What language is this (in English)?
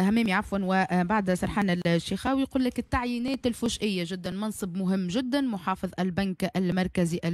Tunisian Arabic